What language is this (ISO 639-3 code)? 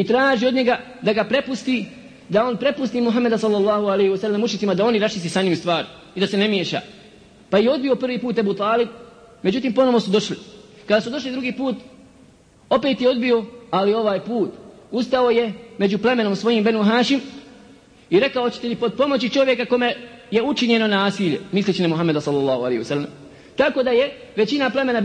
bos